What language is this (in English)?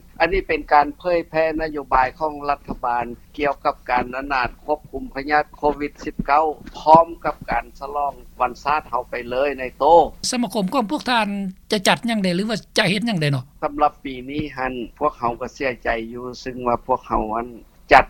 Lao